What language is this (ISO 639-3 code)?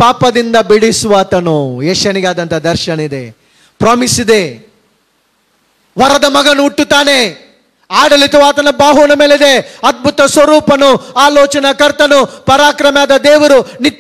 kan